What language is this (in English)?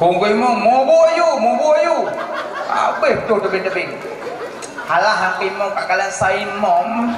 Achinese